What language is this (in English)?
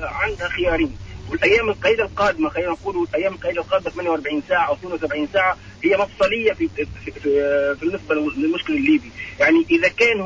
Tunisian Arabic